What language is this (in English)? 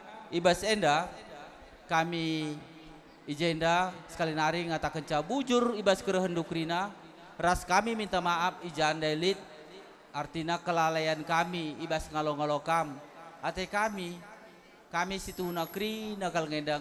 Batak Karo